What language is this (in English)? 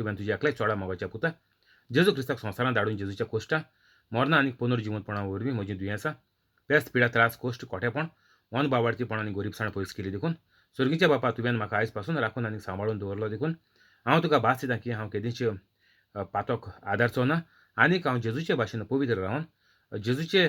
Konkani